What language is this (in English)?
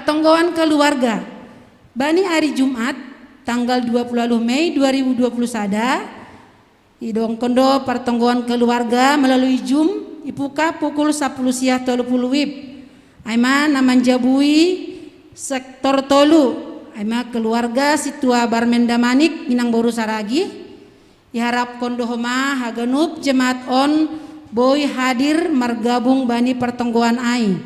Batak Simalungun